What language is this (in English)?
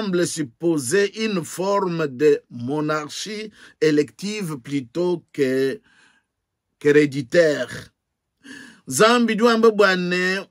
Luba-Lulua